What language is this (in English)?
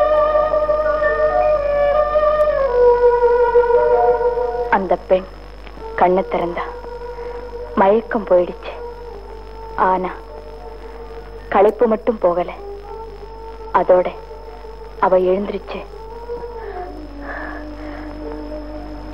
Tamil